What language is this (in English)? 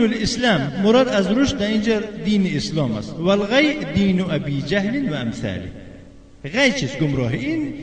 Tajik